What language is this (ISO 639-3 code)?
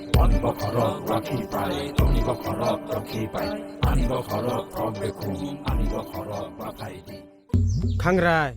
trp